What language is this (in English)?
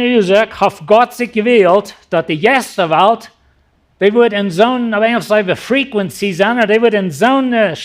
Plautdietsch